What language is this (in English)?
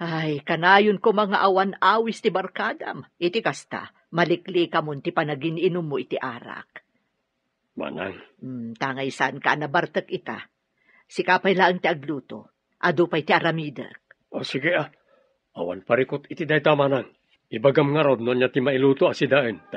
Iloko